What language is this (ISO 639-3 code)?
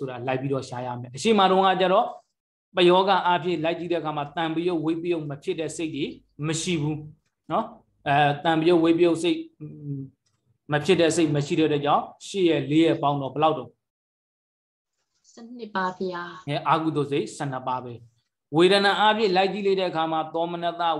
mya